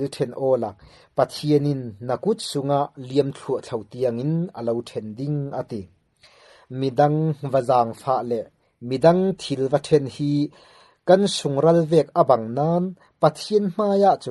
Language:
Falam Chin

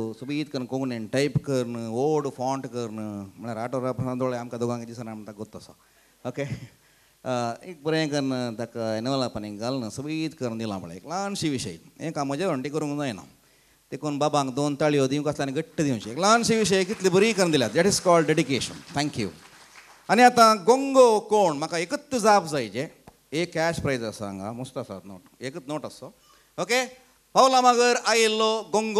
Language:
Konkani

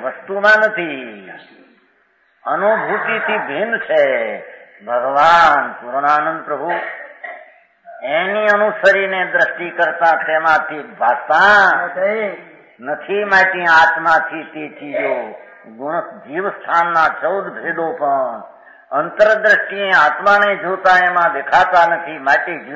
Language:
Gujarati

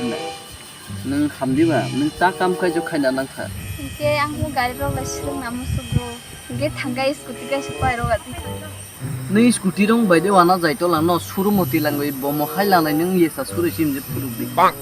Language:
Kok Borok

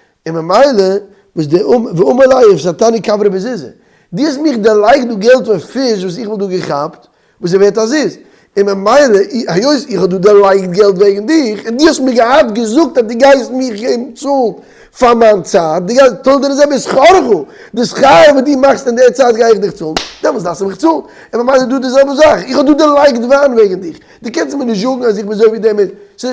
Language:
Yiddish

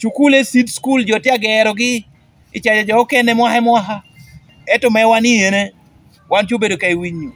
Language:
Lango (Uganda)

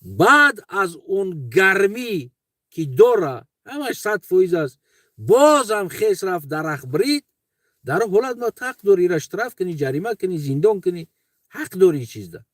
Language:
Tajik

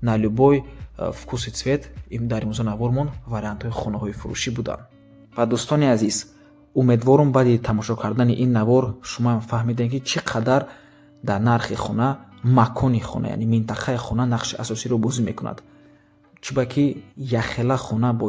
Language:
Tajik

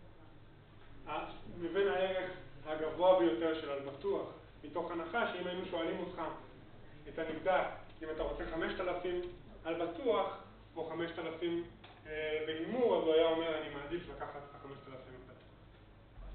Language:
Hebrew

